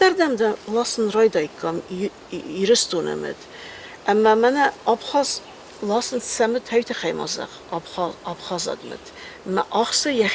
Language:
Ossetic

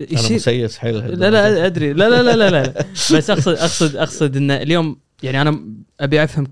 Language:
Gulf Arabic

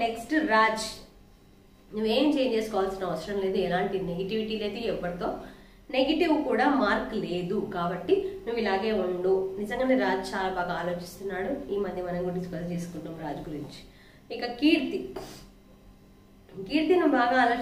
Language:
Telugu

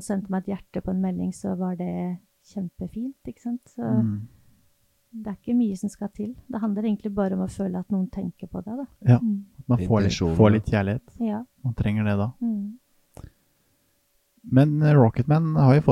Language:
Norwegian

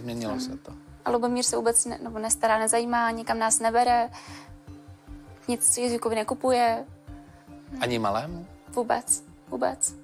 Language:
Czech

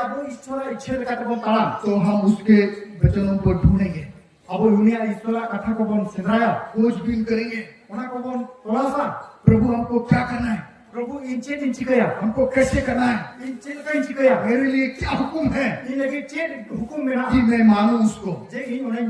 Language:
Santali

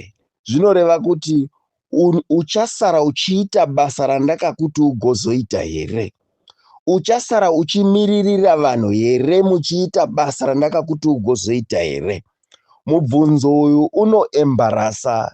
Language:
Shona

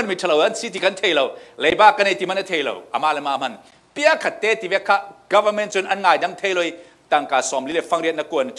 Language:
Falam Chin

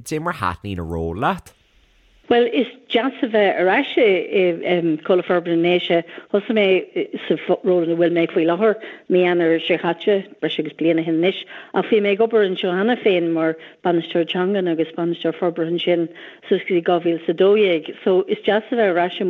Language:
Irish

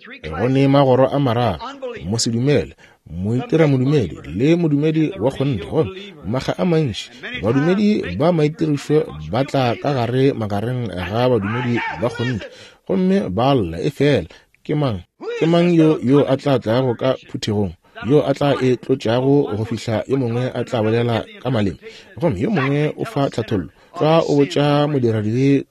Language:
Northern Sotho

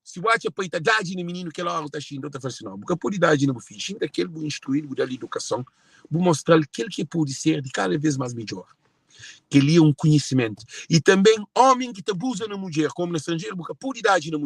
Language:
Kabuverdianu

